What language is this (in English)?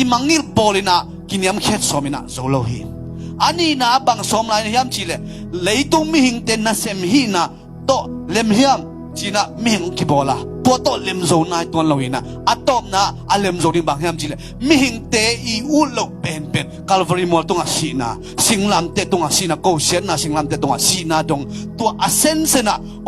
Tedim Chin